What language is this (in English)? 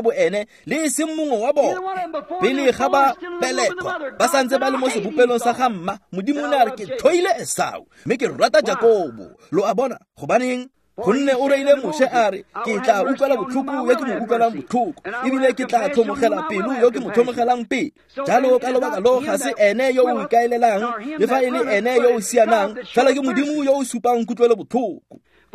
Tswana